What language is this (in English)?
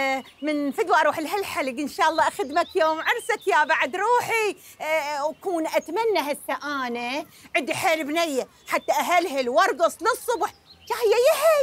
Mesopotamian Arabic